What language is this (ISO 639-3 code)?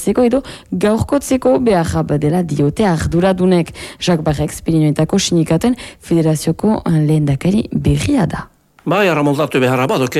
eus